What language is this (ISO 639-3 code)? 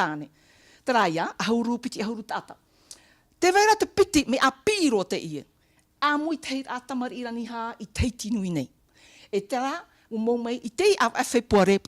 tah